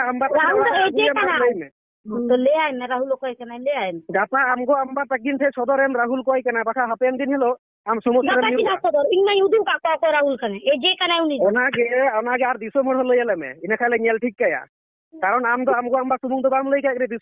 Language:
Santali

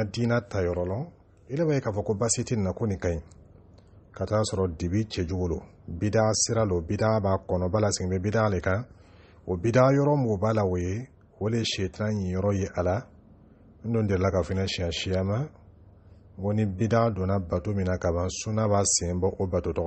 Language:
Dyula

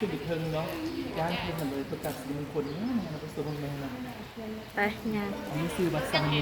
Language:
Lao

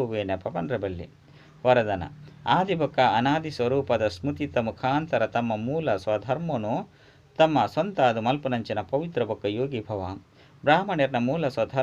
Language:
Tulu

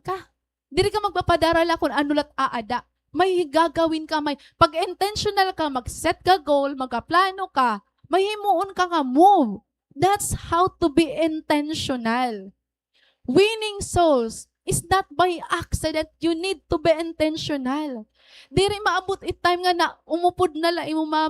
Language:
Waray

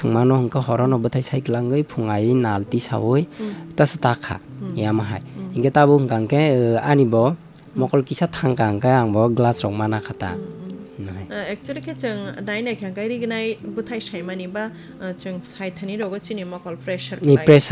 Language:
Kok Borok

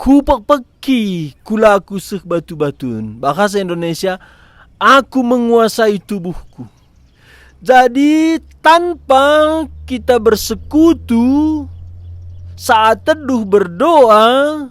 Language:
Batak Karo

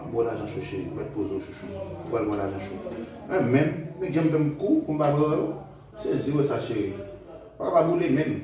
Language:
Haitian Creole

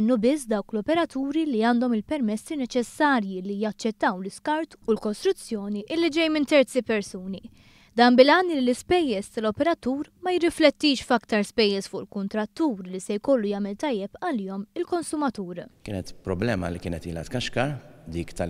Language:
Maltese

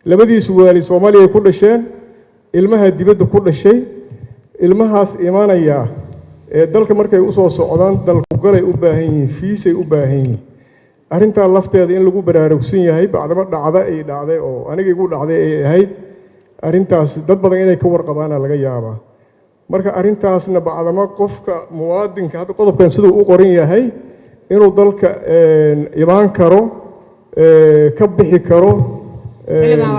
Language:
Somali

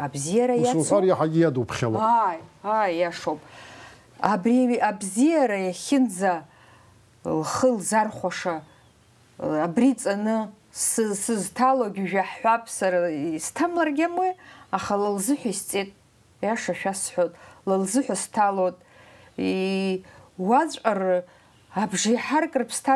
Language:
Abkhazian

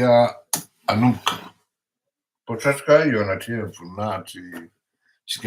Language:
Malagasy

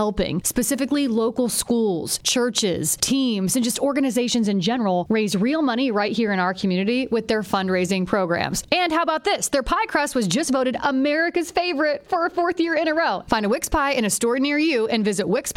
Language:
English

